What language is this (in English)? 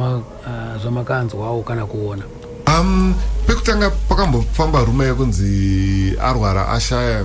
Shona